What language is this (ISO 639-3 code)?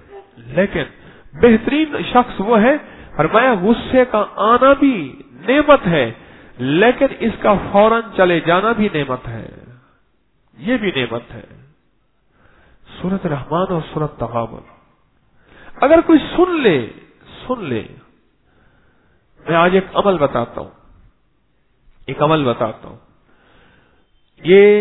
urd